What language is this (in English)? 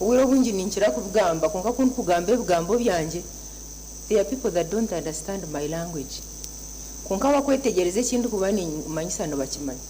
Nyankole